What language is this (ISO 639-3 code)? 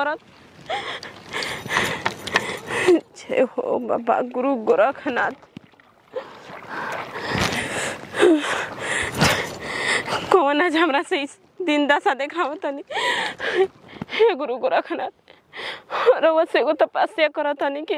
bho